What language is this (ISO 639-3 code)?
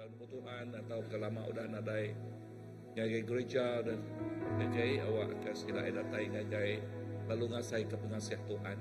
iba